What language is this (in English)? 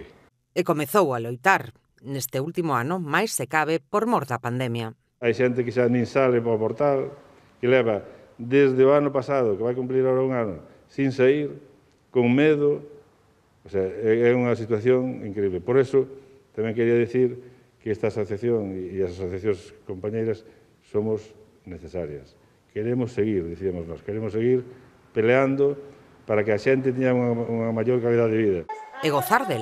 Galician